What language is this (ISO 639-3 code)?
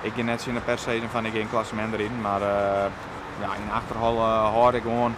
fry